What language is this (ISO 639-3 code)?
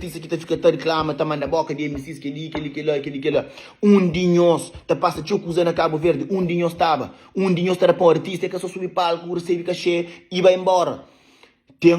kea